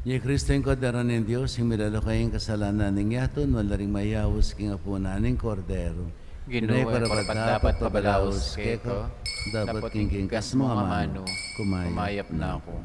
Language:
Pampanga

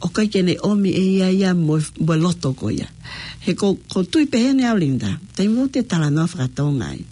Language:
Tongan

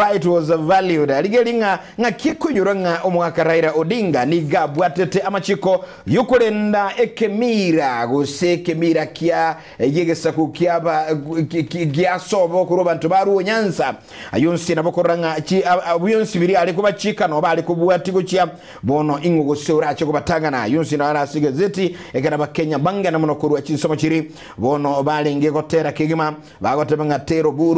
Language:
Gusii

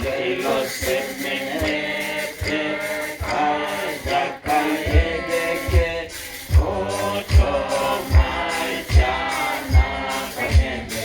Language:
Teso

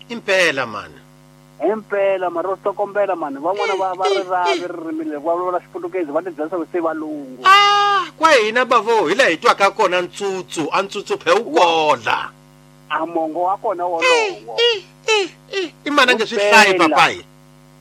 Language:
Tsonga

